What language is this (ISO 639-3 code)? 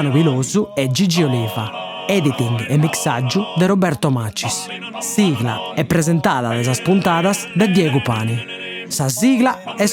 srd